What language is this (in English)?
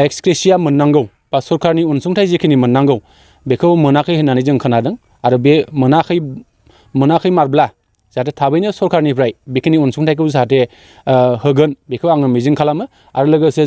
Bodo